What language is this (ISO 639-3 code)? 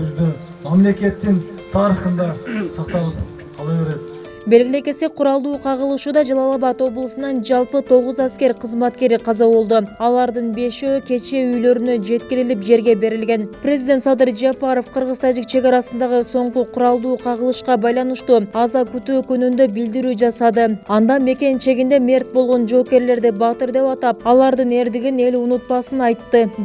kir